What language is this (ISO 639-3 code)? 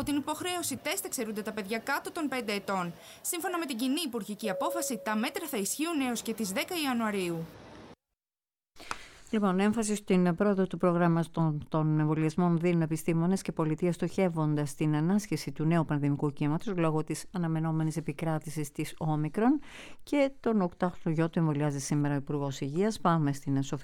ell